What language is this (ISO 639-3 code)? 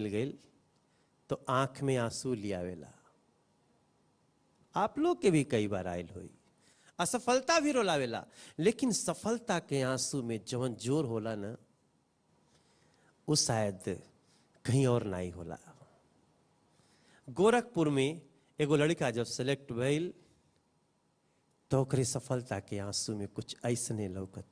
bho